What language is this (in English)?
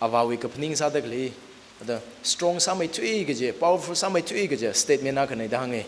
Tangkhul Naga (India)